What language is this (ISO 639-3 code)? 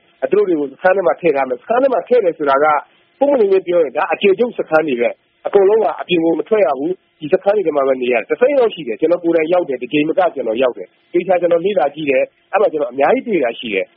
mya